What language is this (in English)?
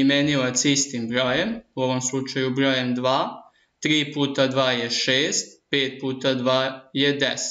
Serbian